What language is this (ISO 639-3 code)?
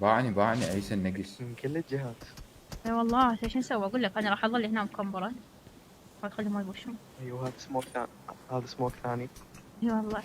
acm